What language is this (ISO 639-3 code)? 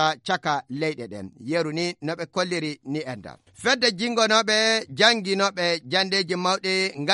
ful